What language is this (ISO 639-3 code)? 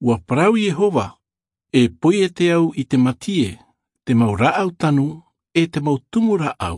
tah